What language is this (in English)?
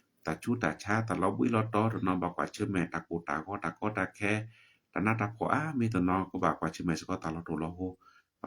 S'gaw Karen